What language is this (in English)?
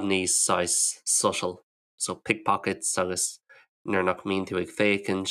Irish